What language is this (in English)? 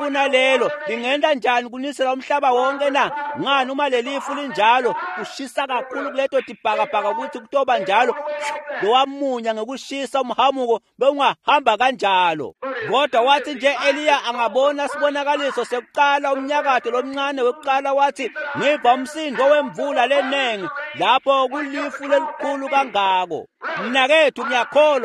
Swati